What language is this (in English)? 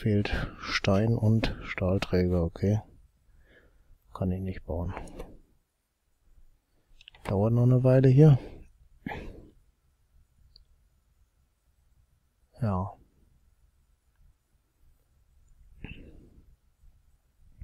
German